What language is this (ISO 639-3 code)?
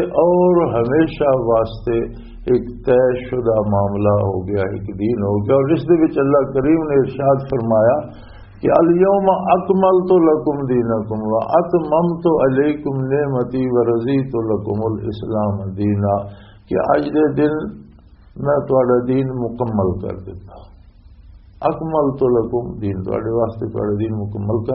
lah